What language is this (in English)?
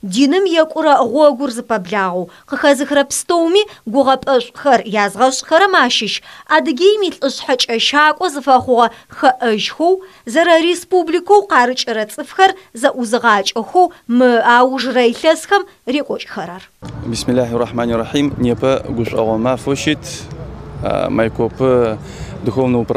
Adyghe